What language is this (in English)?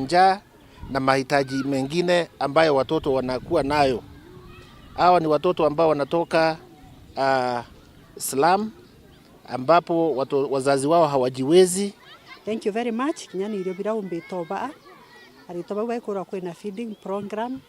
Meru